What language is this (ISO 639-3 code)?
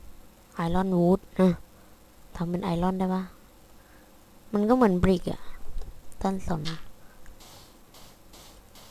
tha